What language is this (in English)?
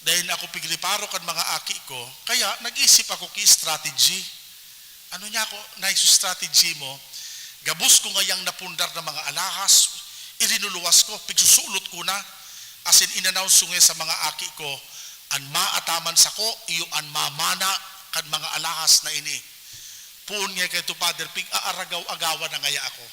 Bikol